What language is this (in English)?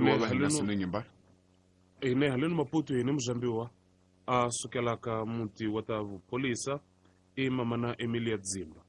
Tsonga